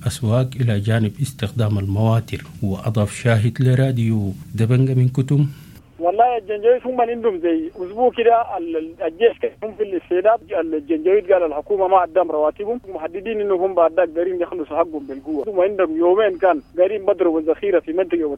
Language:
Sudanese Arabic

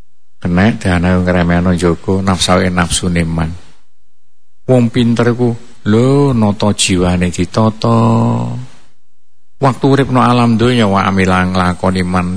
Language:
Javanese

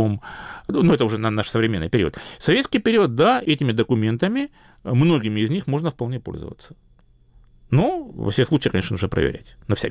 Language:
Russian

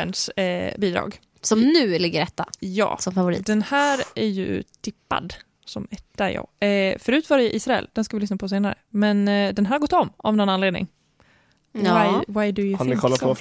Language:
Swedish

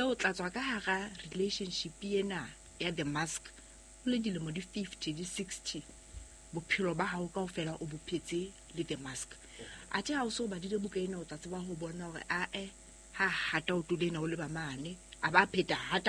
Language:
Southern Sotho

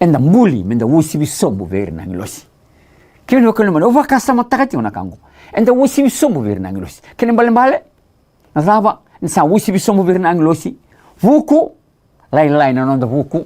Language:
Fijian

